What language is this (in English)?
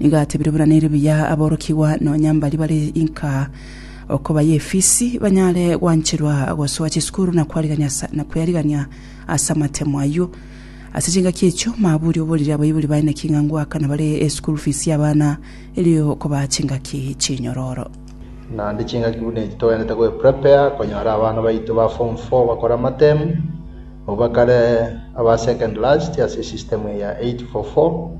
Gusii